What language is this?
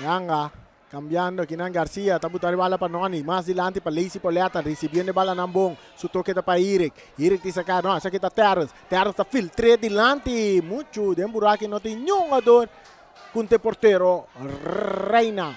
Papiamento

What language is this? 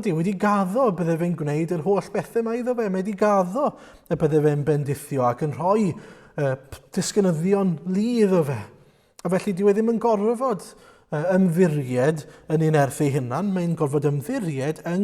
Welsh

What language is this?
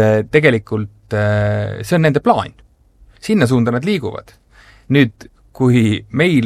Estonian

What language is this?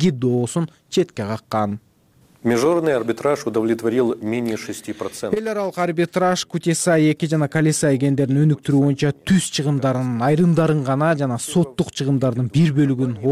Kyrgyz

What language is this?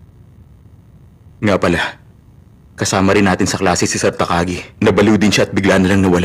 Filipino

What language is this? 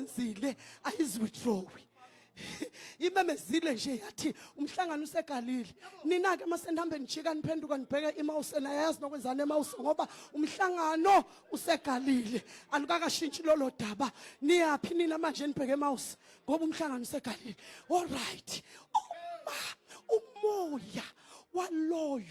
Zulu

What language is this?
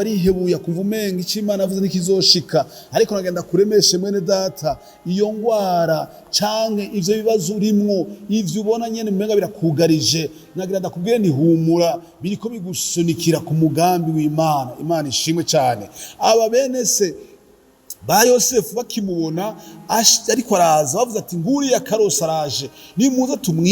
Rundi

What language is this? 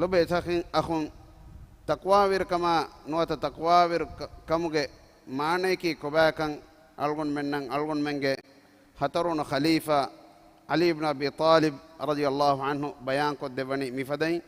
Divehi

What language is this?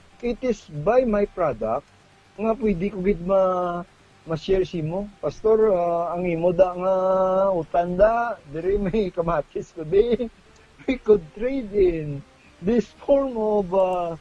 Hiligaynon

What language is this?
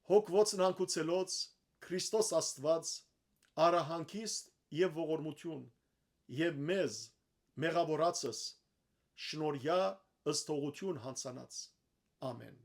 Western Armenian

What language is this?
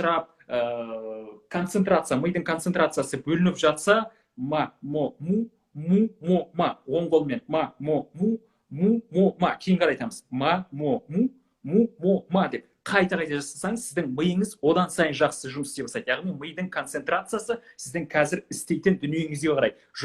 Kazakh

